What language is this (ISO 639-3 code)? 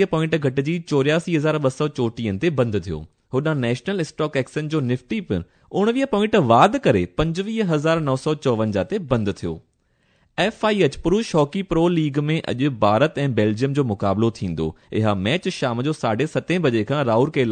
snd